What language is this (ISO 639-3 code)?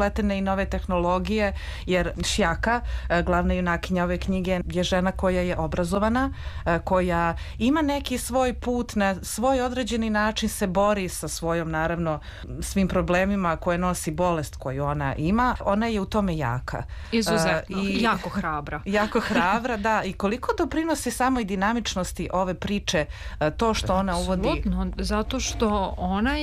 srp